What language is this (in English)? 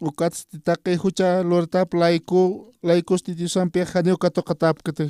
Aymara